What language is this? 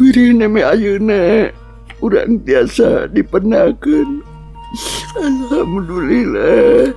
Sundanese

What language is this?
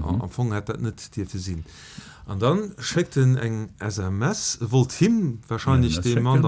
Luxembourgish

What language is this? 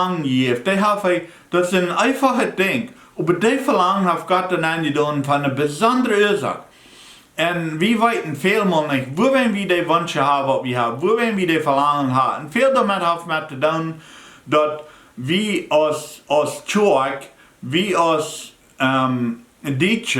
Plautdietsch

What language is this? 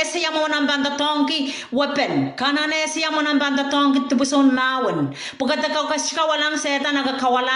Pohnpeian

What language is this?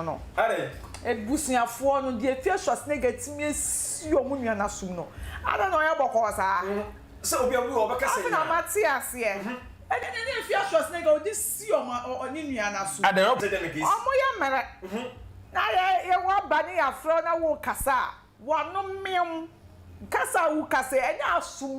Akan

